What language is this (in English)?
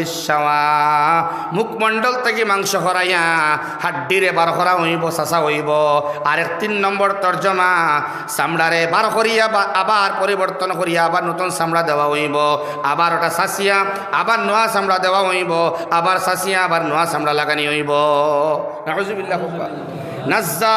Sylheti